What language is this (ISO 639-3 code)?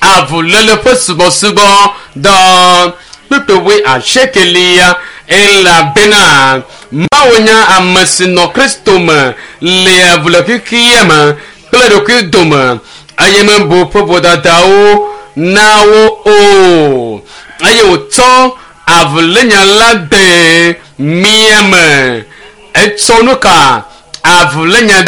ewe